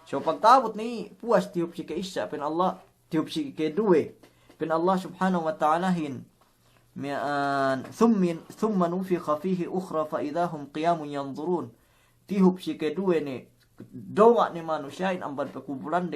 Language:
Yakan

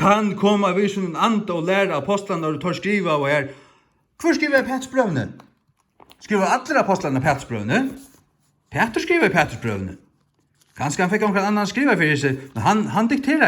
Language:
Faroese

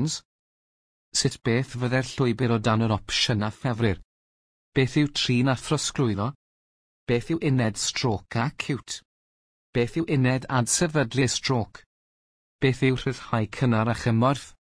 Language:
Welsh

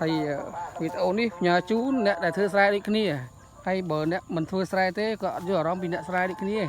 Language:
Khmer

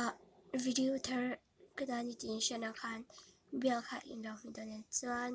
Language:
Mizo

